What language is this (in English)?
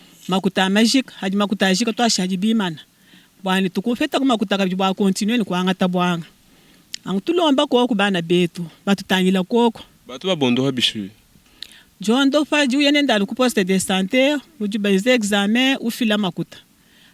Luba-Lulua